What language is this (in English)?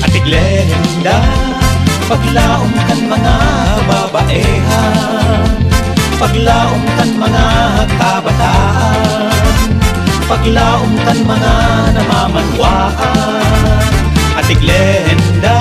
Bikol